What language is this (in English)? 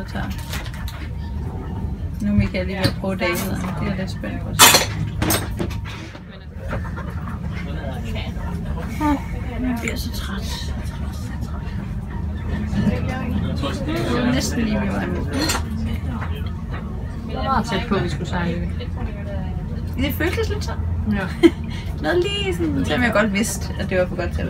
Danish